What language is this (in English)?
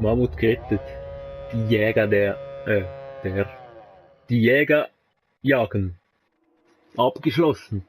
Swiss German